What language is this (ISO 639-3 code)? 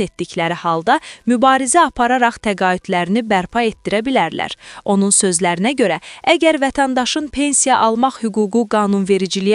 aze